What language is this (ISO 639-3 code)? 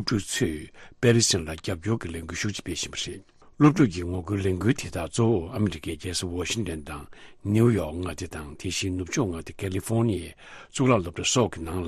bod